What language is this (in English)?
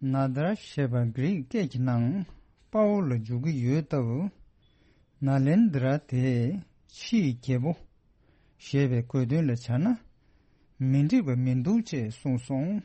Tibetan